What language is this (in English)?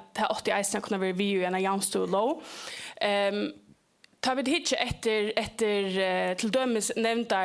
Faroese